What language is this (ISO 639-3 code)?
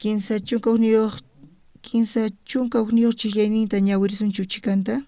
quh